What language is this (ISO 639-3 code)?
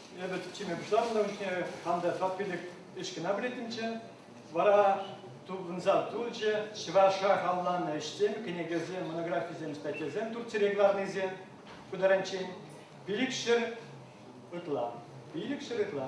chv